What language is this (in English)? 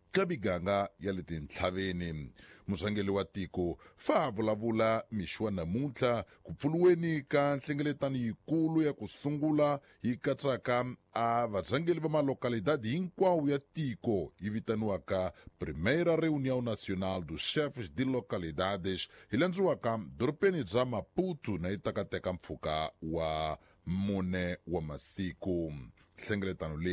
Tsonga